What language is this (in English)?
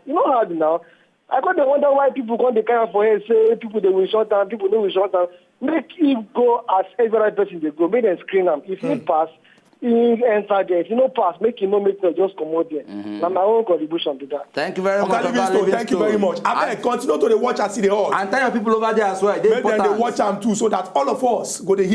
Nigerian Pidgin